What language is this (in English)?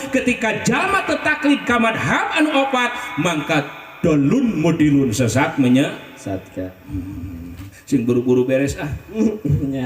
Sundanese